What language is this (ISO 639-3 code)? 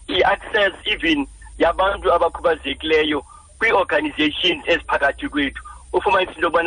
xho